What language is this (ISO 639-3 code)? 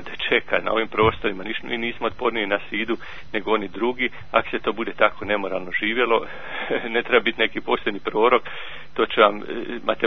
hrv